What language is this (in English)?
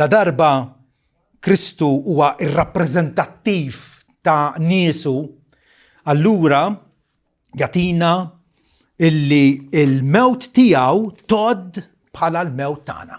Maltese